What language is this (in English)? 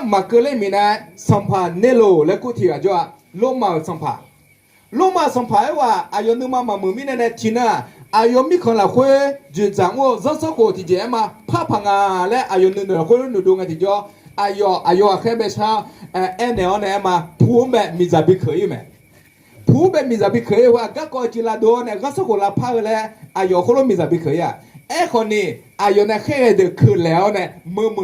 Akha